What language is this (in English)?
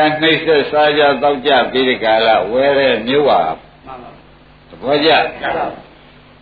Burmese